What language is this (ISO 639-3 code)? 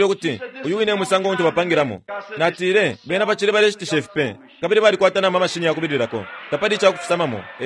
bem